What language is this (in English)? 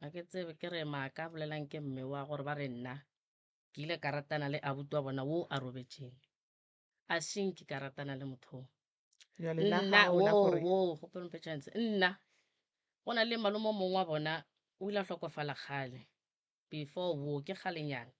Northern Sotho